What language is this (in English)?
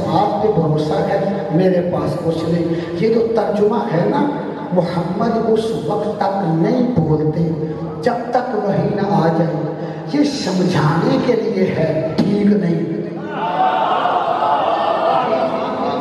Urdu